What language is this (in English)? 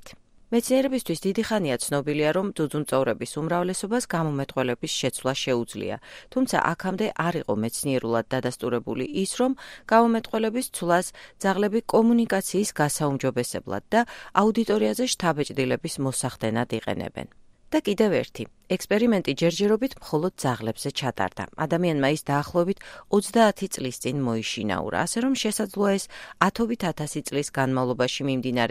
Georgian